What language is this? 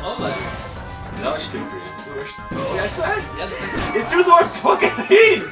Faroese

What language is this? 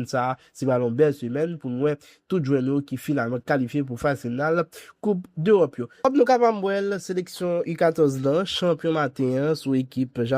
Haitian Creole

